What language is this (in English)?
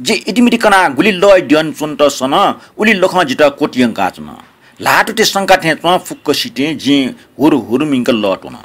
Newari